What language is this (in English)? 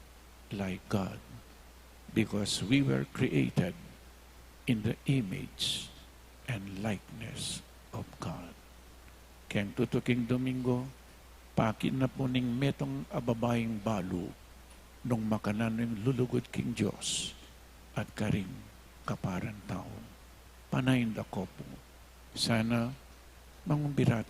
Pampanga